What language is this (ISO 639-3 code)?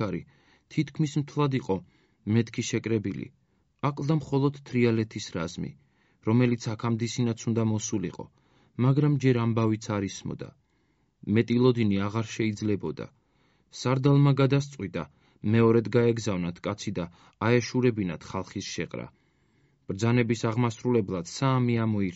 kat